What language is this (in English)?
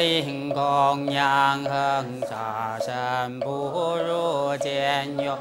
Chinese